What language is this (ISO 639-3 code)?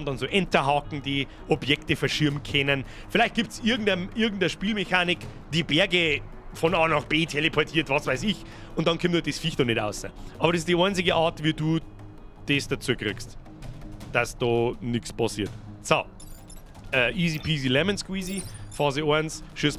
bar